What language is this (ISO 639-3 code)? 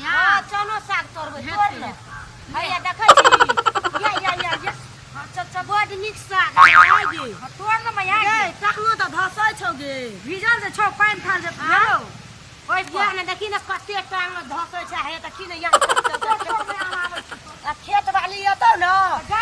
mai